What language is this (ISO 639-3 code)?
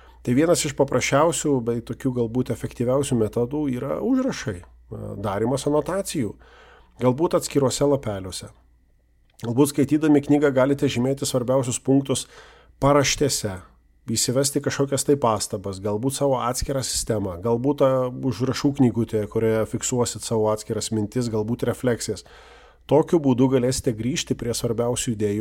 lit